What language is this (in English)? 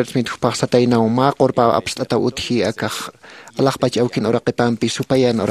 Aymara